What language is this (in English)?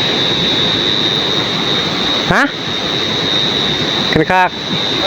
Northeastern Thai